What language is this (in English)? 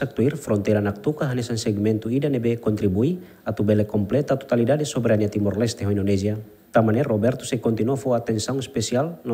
Tetum